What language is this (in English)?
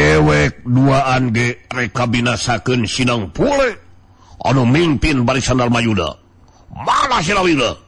Sundanese